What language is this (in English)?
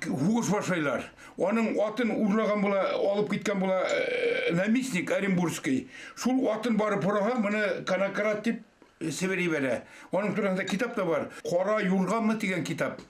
Bashkir